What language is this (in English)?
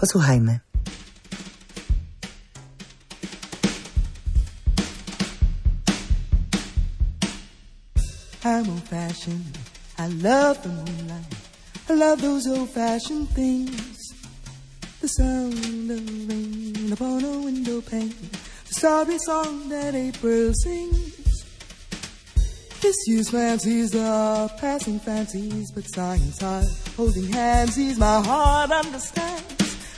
Polish